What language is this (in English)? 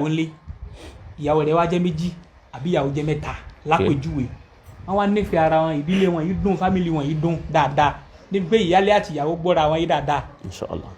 Yoruba